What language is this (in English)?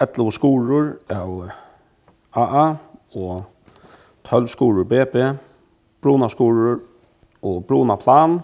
Faroese